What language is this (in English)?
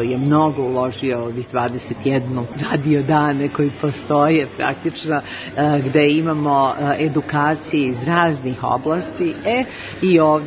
Serbian